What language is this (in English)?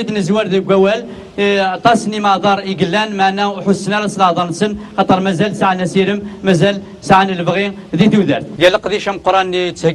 Kabyle